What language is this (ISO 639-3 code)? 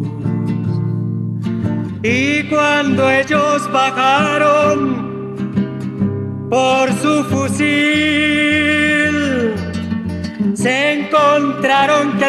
spa